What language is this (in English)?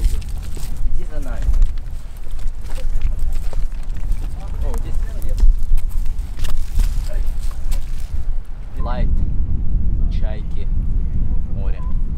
Russian